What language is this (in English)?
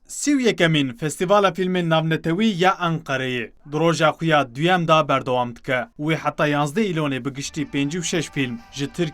Kurdish